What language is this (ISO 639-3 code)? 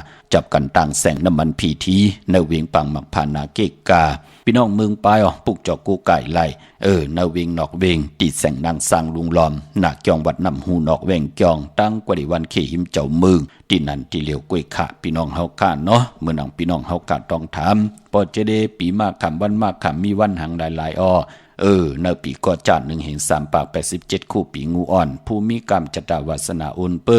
shn